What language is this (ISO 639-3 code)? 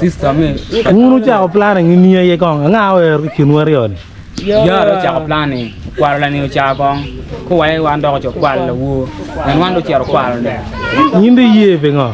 ach